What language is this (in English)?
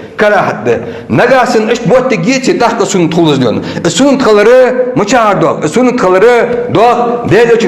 Ingush